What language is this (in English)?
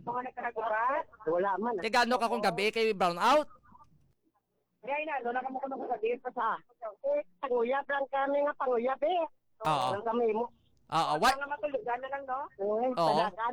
Hiligaynon